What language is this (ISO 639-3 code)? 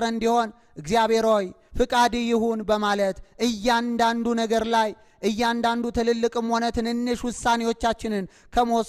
amh